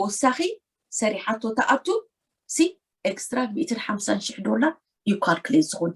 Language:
Tigrinya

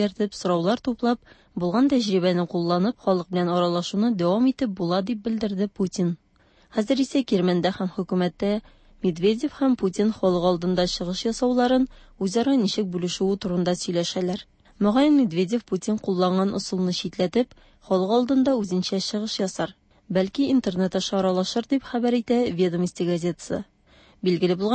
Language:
Tatar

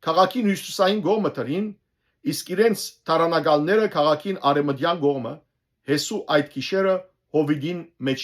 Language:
Western Armenian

